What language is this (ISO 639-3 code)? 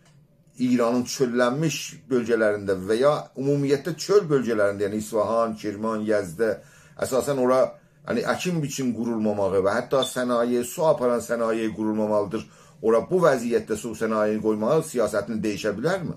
azb